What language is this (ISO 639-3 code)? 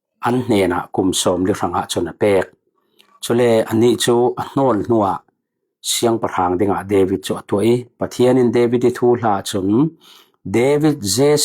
cfm